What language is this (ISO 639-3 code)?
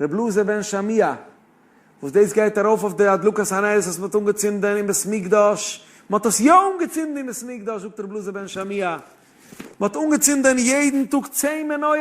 yid